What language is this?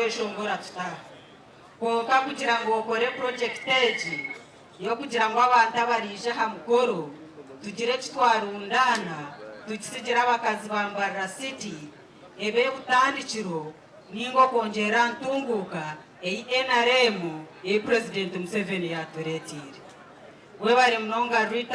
Nyankole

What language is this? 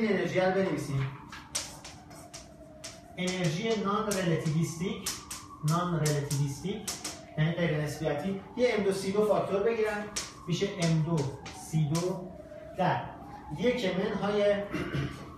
Persian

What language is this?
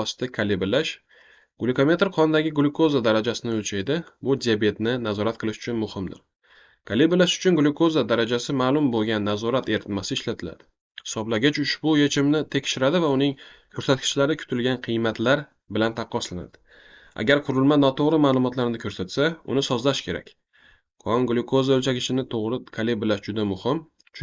Uzbek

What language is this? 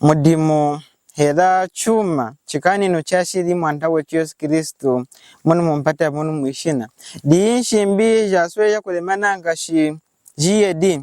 Lunda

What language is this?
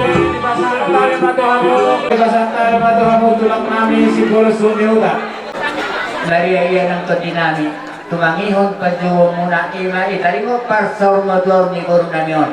Batak Toba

